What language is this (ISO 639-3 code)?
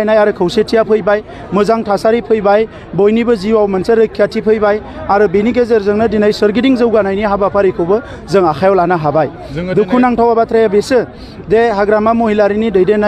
brx